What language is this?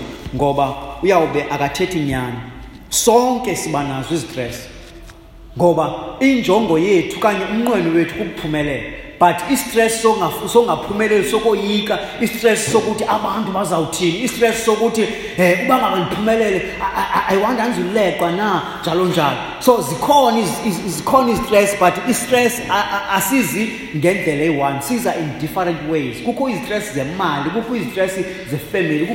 Xhosa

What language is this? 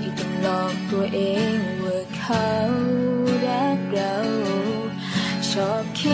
Thai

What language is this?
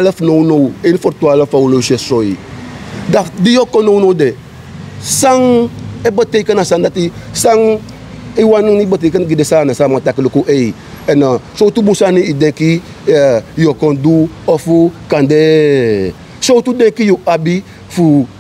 Sranan Tongo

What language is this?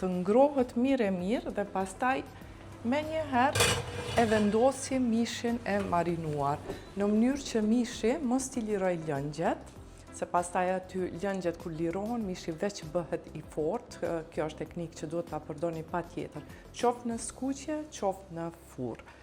Albanian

